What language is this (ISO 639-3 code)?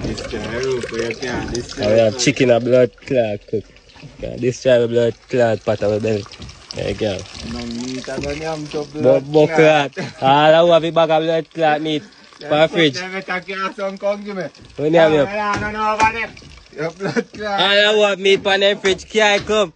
jam